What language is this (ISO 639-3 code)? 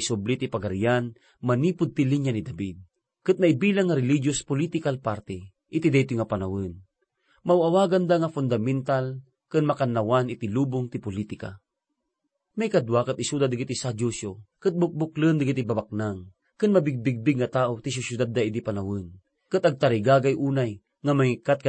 ilo